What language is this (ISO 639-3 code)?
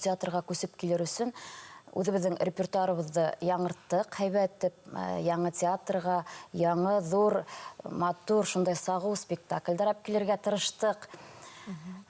bak